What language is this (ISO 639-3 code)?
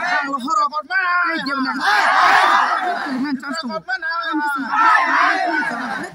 trp